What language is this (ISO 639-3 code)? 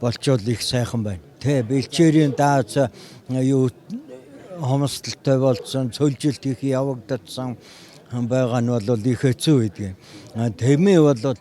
mon